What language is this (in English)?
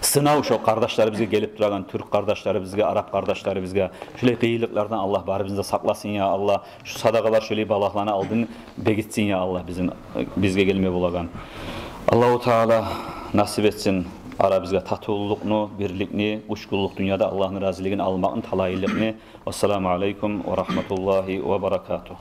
Kumyk